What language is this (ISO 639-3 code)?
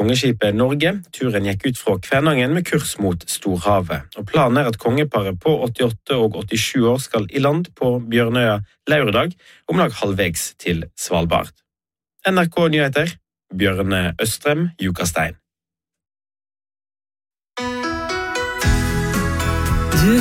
nor